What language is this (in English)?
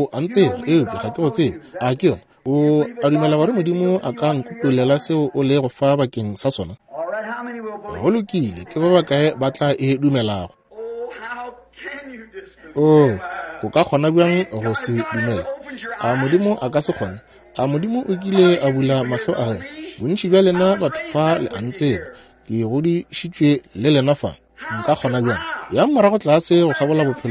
Northern Sotho